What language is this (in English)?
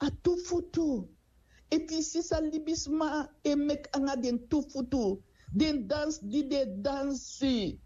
Sranan Tongo